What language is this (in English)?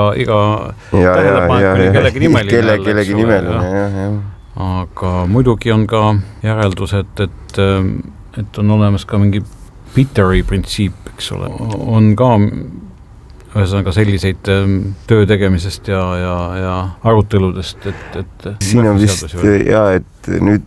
Estonian